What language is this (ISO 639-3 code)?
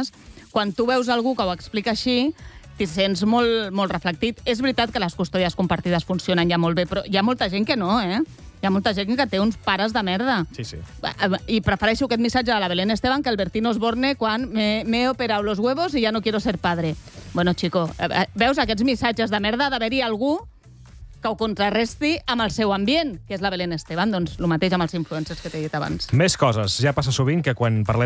cat